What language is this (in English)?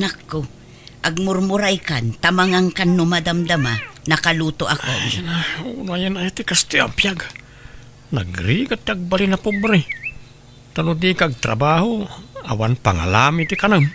Iloko